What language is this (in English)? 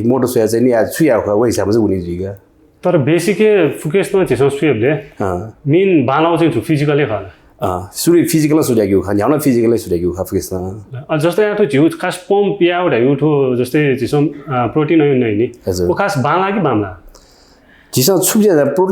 Newari